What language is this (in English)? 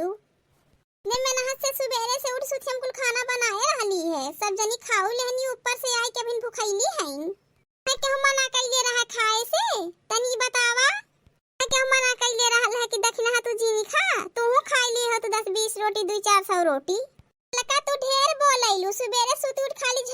Awadhi